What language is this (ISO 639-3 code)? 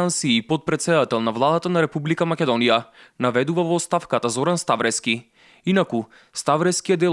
mkd